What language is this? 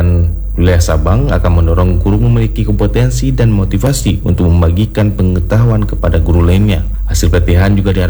Indonesian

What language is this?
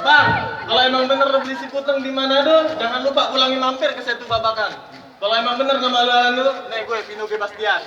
Betawi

